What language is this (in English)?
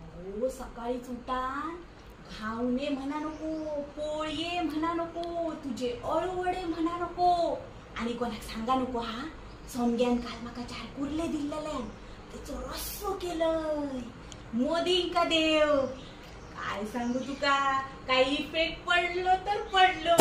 Konkani